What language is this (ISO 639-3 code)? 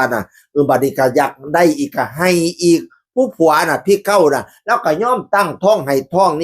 tts